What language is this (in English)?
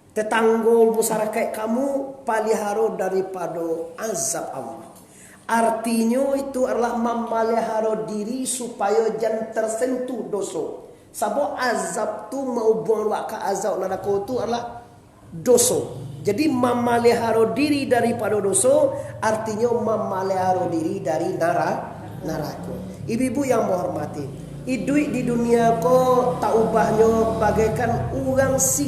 Minangkabau